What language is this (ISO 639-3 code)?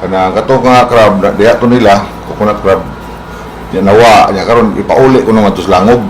ceb